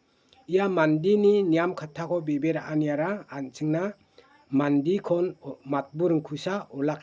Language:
Garo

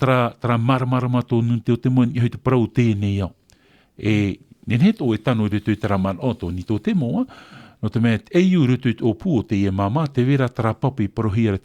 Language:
Tahitian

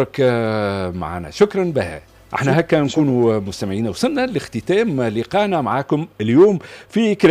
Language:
Tunisian Arabic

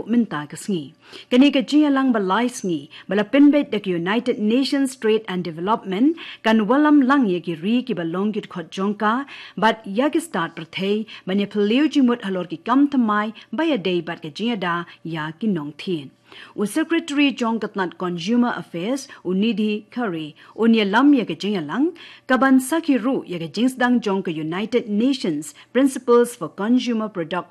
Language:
Khasi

